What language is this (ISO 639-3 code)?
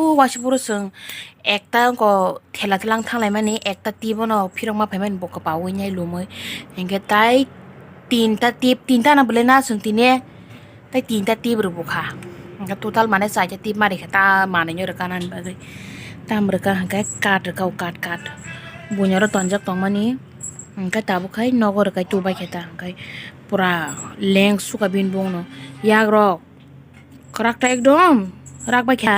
trp